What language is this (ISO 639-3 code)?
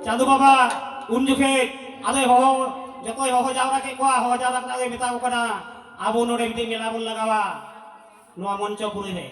sat